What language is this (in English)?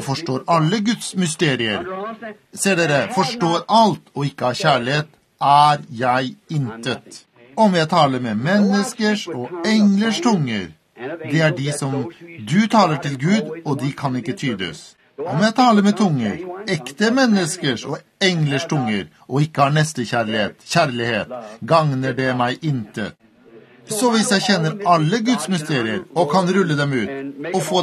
Norwegian